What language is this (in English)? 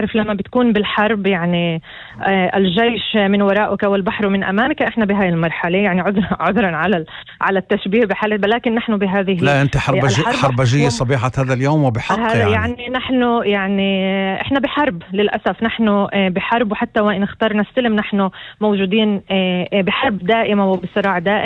North Levantine Arabic